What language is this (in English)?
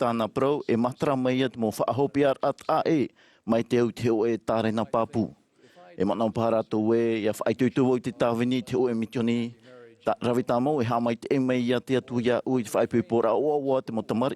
Tahitian